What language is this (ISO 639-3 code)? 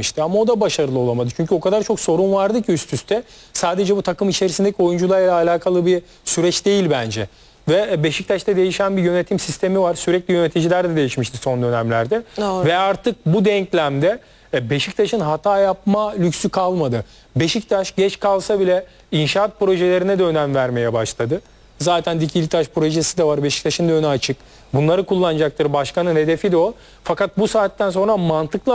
tur